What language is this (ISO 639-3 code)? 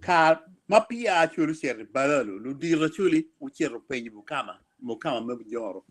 ach